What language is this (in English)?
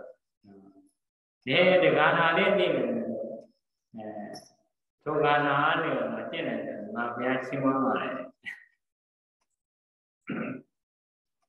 Burmese